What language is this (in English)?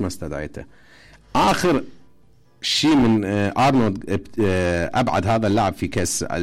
Mesopotamian Arabic